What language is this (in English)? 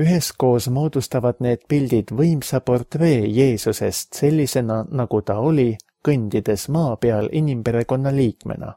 Estonian